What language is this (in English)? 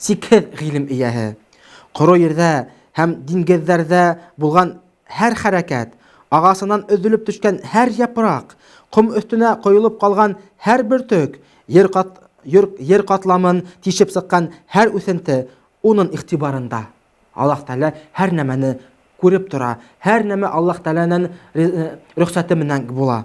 Bashkir